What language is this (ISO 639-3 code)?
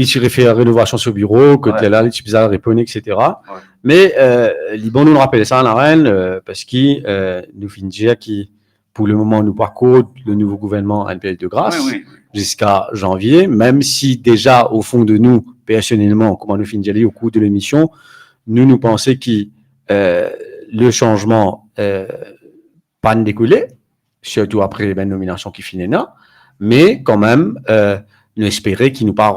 mfe